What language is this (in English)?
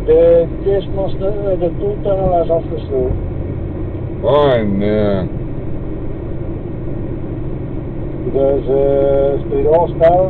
Dutch